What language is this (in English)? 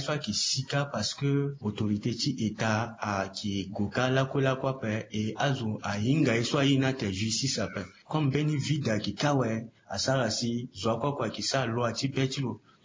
Sango